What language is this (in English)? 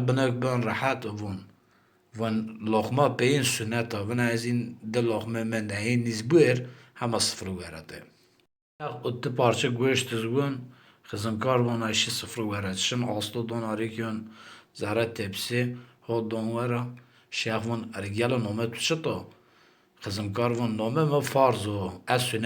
Zaza